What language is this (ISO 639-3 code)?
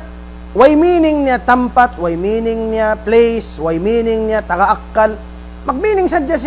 tsg